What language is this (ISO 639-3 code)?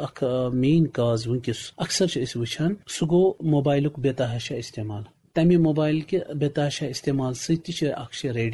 kas